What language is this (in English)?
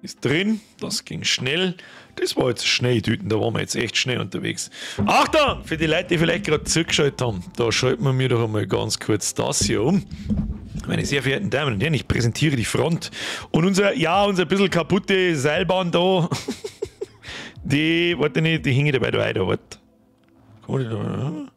Bavarian